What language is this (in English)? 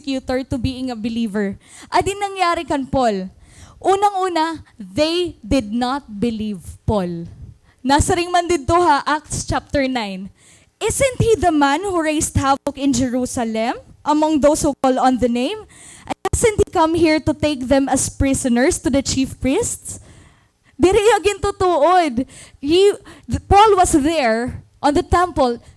Waray